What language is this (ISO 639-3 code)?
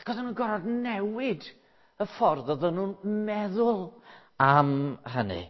cym